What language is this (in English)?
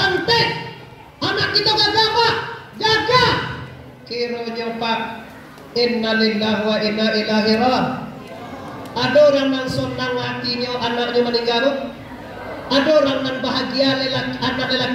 Minangkabau